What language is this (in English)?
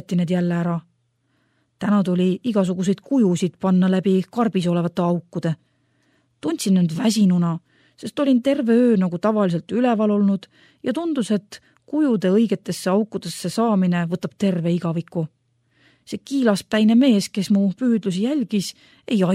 Estonian